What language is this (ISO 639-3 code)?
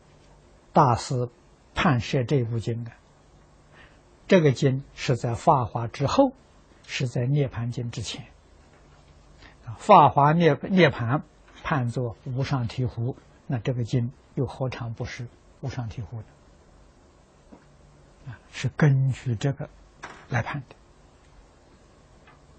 zho